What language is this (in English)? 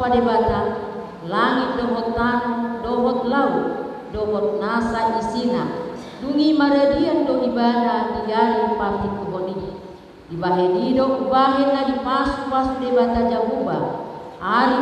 Batak Toba